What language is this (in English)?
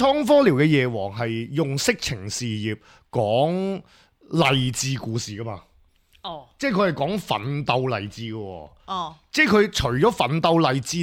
Cantonese